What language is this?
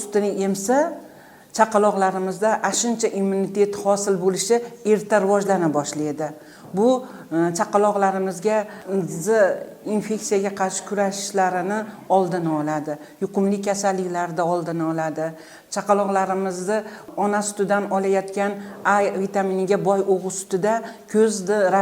Uzbek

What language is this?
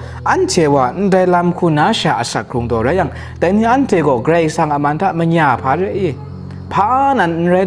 Kachin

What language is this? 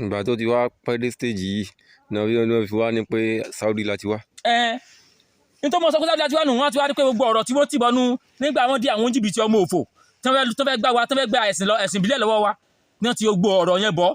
Yoruba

